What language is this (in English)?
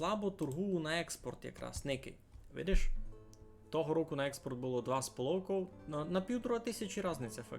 Rusyn